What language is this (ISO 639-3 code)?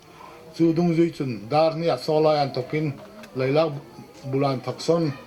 hmr